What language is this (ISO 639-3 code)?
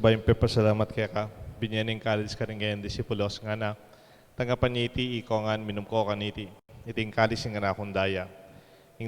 pam